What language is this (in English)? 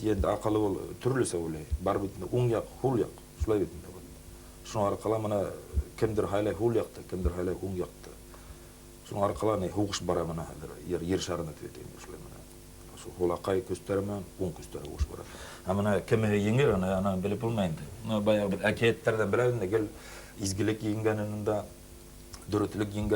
Bashkir